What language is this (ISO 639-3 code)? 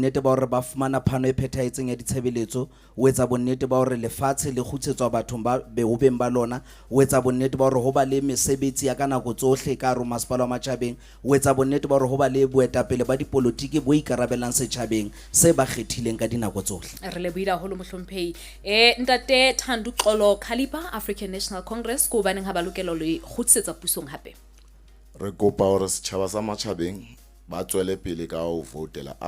sot